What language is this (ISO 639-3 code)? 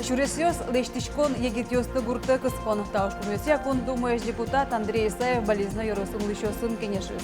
udm